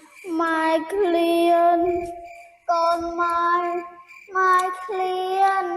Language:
Khmer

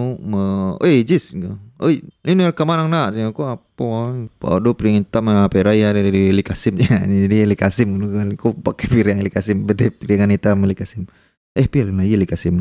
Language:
Minangkabau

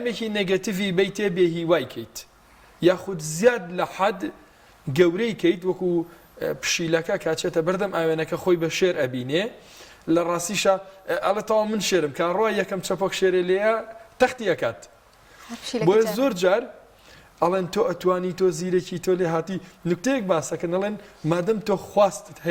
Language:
Central Kurdish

